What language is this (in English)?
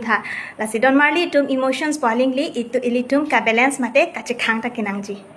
Karbi